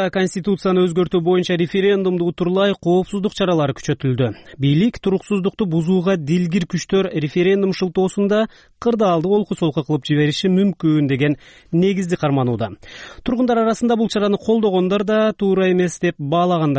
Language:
Kyrgyz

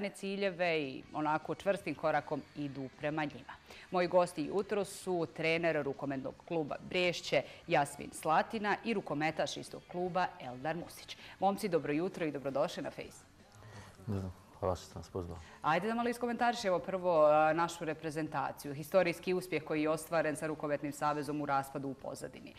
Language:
Bosnian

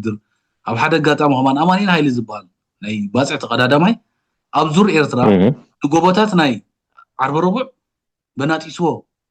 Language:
Tigrinya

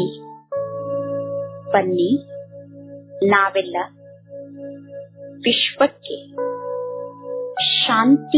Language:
Kannada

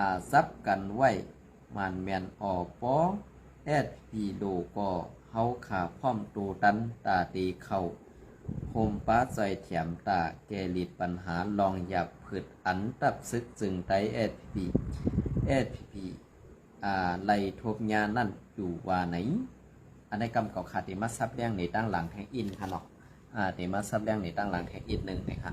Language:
Shan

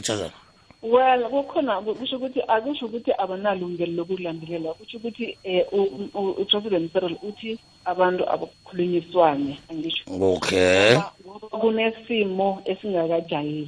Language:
South Ndebele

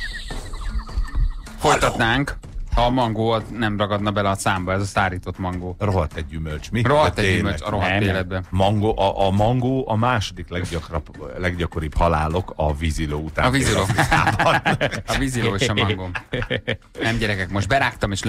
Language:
Hungarian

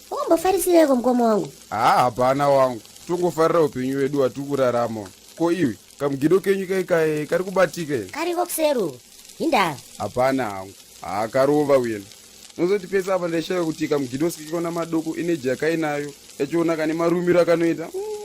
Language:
Shona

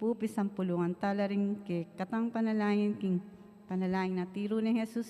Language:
Pampanga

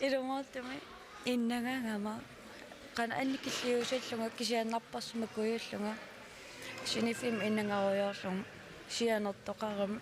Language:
Kalaallisut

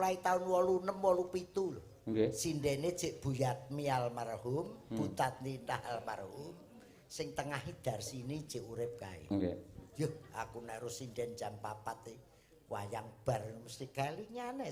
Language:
Javanese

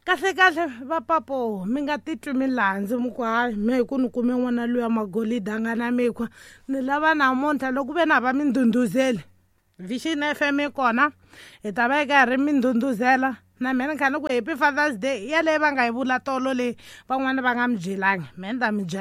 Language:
Tsonga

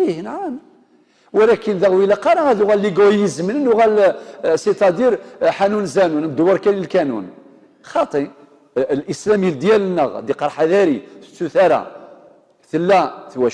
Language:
Kabyle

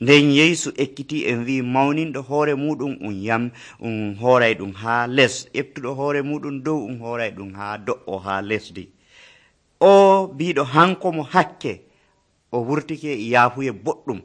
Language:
Nigerian Fulfulde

